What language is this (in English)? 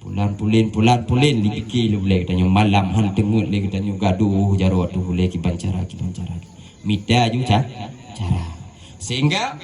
Achinese